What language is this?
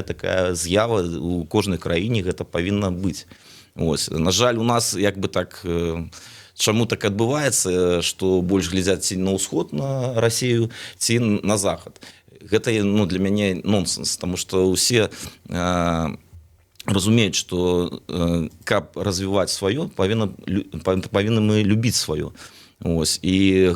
Belarusian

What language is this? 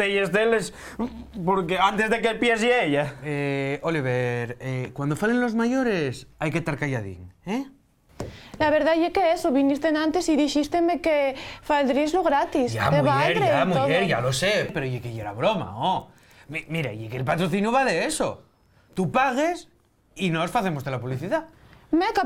Asturian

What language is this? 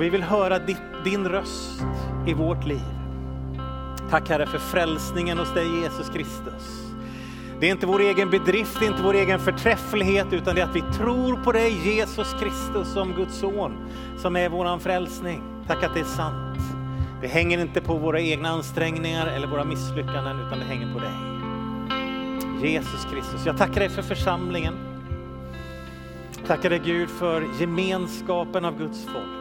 Swedish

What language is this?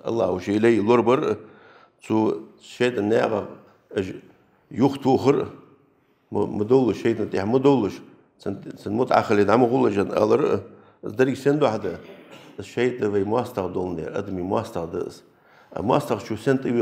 Ingush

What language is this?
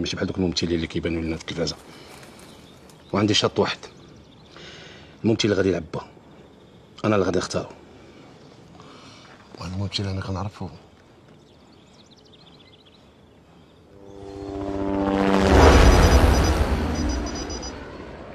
Moroccan Arabic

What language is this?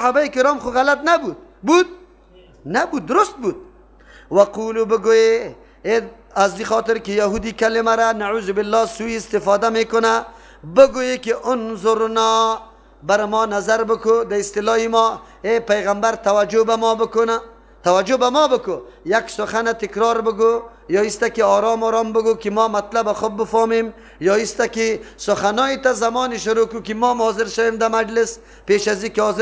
Persian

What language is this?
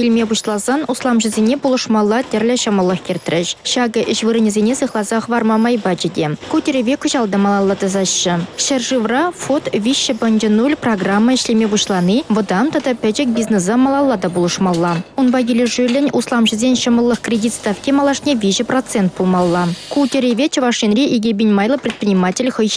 Chuvash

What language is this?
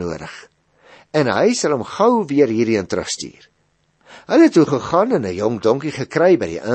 Afrikaans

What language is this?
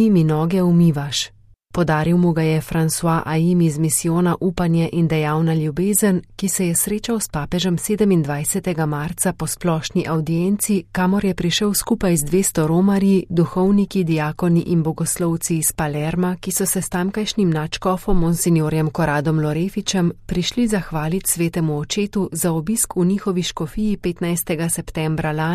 Slovenian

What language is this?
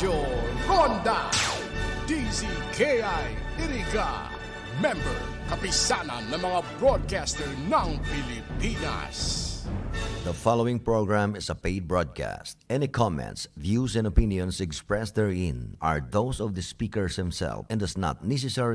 Bikol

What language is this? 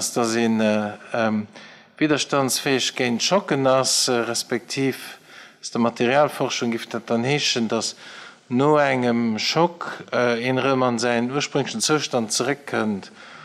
Luxembourgish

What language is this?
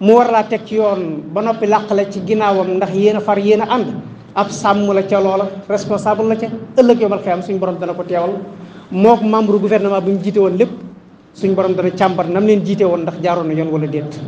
Wolof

